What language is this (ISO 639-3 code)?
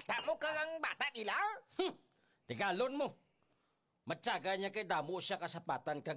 hil